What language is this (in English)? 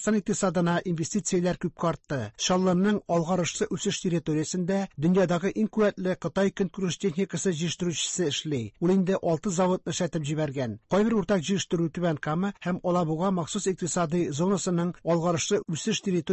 Tatar